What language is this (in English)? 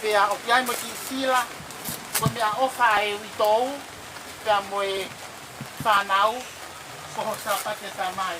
Tongan